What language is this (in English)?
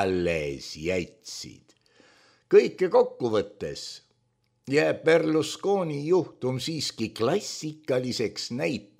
Estonian